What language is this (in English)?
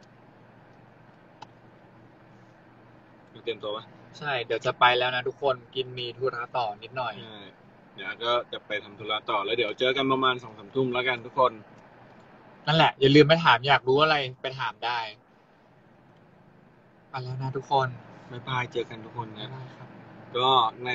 Thai